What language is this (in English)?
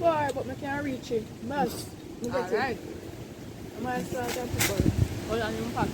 Jamaican Creole English